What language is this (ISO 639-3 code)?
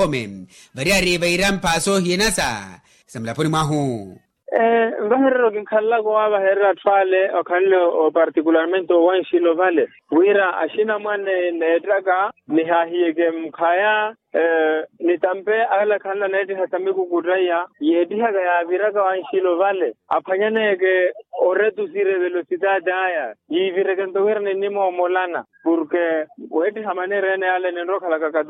vmw